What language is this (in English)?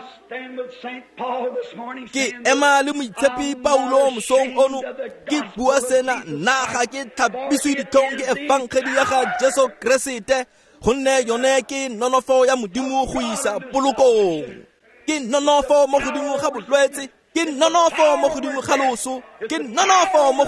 Tswana